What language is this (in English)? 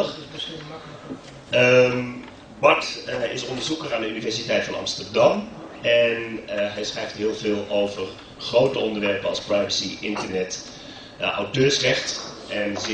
Dutch